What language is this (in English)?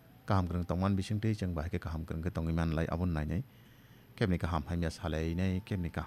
Kok Borok